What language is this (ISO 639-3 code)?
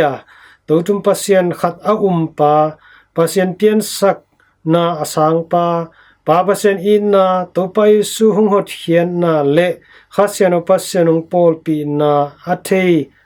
ctd